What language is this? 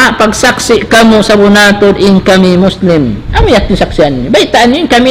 Tausug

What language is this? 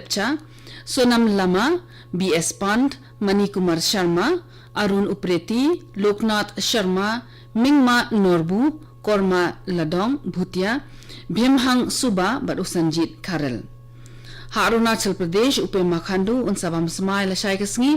Khasi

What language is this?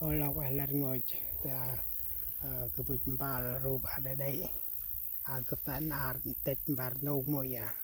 Central Mnong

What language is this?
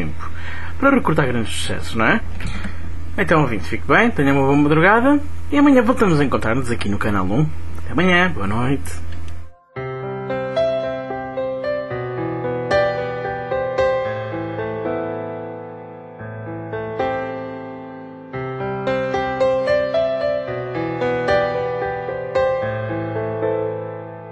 Portuguese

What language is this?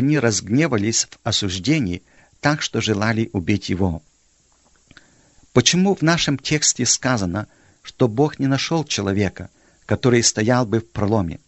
Russian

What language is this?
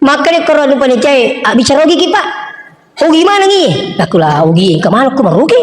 Buginese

